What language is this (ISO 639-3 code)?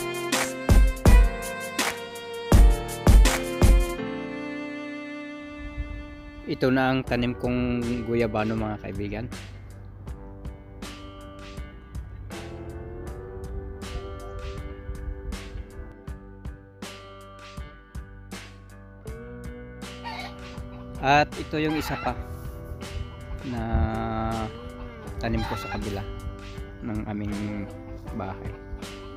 fil